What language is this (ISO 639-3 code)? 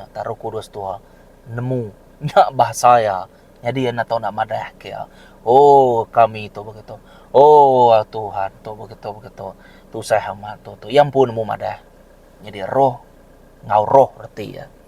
iba